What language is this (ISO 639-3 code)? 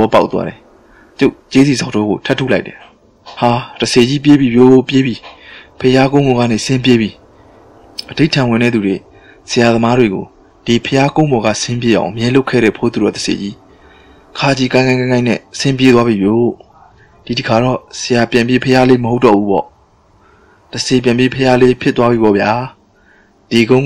mya